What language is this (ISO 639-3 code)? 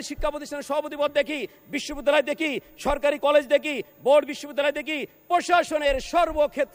ben